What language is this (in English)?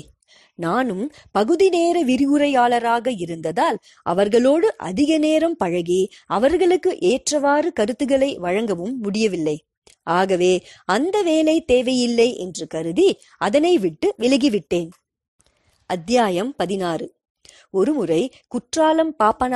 Tamil